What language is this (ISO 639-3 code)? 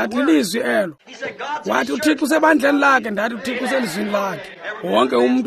xho